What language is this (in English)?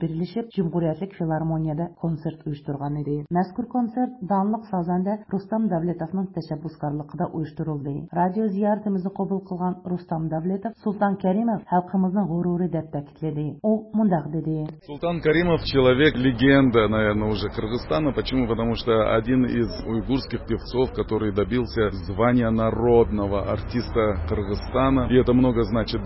Uyghur